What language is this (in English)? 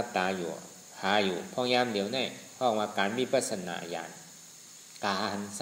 Shan